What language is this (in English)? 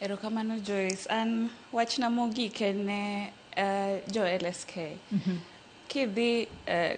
Luo (Kenya and Tanzania)